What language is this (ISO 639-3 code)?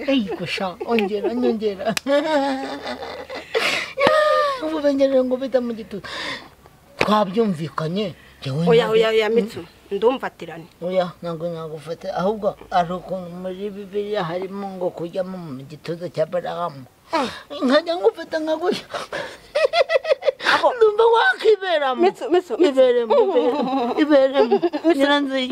kin